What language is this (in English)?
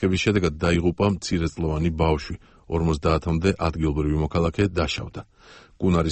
Georgian